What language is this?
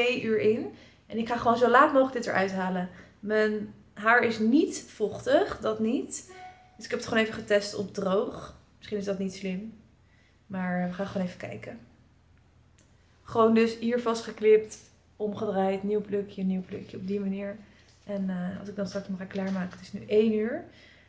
Dutch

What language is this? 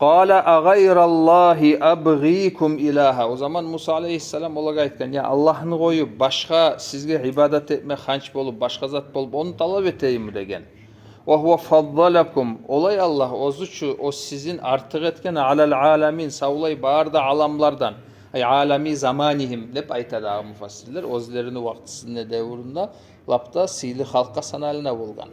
Kumyk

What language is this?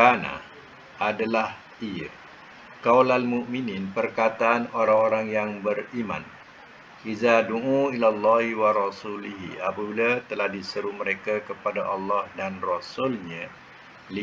Malay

